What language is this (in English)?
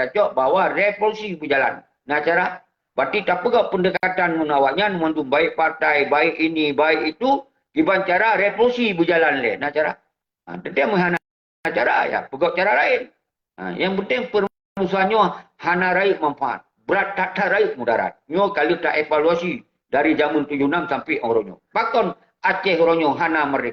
Achinese